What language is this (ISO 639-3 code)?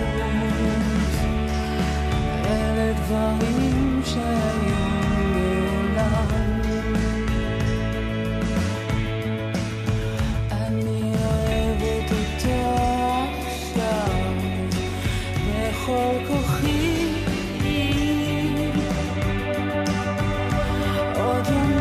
heb